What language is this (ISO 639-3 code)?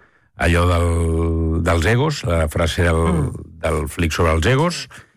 cat